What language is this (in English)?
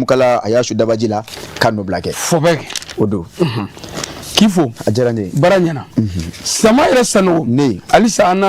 Bambara